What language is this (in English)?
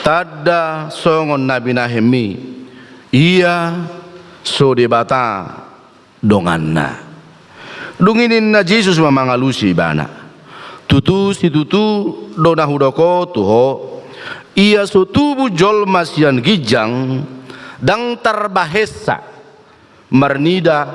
Batak Toba